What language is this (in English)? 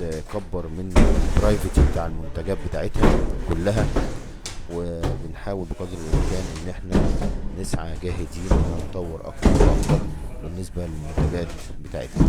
Egyptian Arabic